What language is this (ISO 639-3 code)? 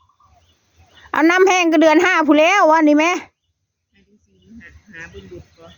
tts